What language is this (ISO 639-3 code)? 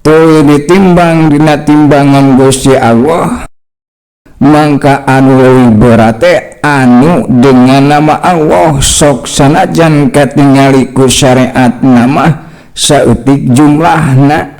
sun